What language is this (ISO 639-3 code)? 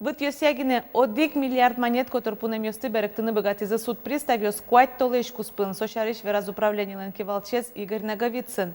udm